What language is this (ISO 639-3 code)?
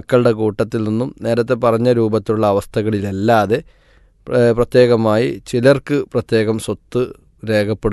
mal